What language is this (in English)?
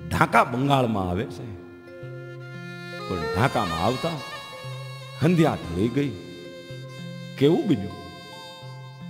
Gujarati